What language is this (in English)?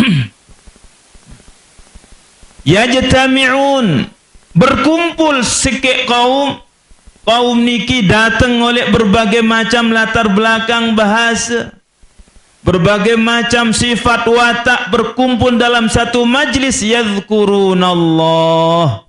Sasak